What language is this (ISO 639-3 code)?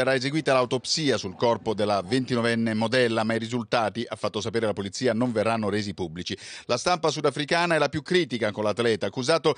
ita